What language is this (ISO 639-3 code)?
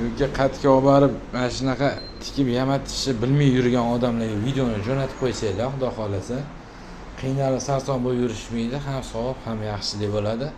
uzb